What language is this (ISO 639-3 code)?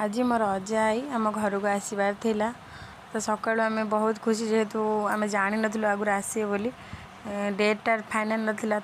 ori